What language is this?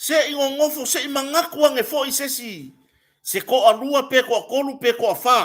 Samoan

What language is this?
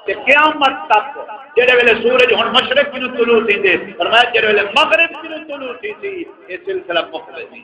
Saraiki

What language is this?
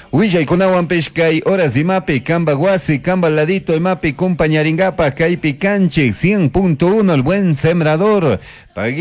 Chimborazo Highland Quichua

